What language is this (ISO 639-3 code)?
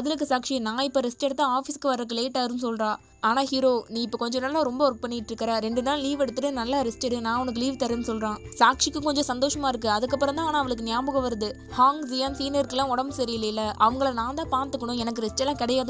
tam